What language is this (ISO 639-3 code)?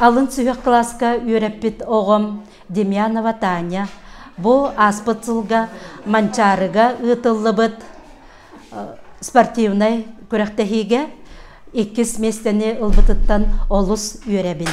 sah